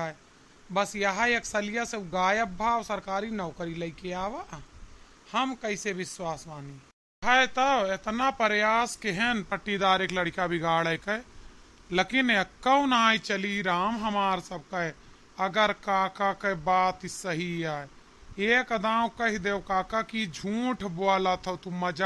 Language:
Awadhi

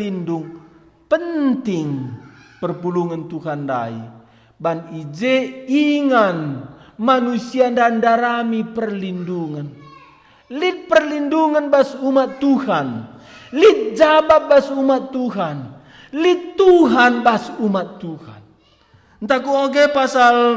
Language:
Batak Karo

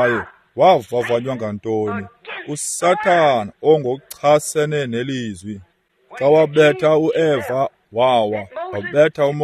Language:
Xhosa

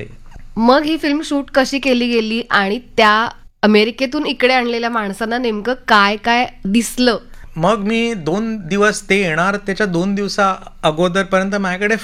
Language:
Marathi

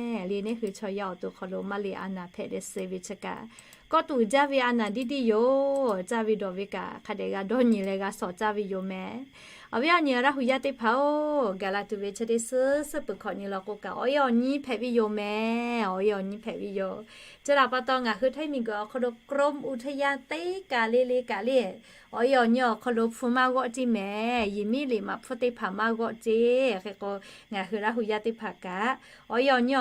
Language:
Lahu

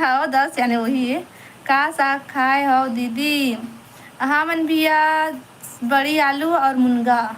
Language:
Chhattisgarhi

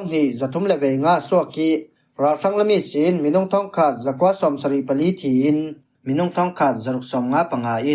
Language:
Falam Chin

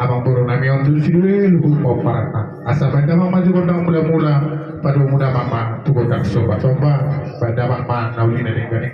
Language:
Batak Toba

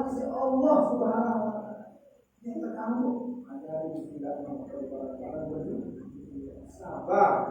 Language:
Sasak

